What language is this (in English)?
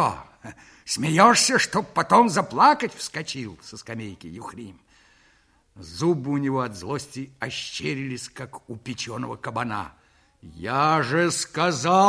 Russian